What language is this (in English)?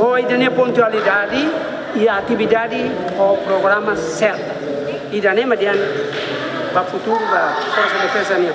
Tetum